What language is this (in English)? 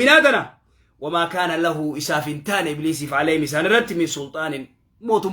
Oromo